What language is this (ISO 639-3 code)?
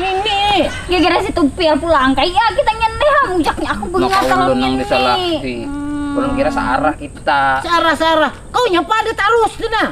bjn